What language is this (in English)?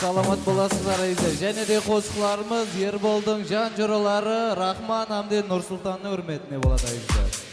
Kara-Kalpak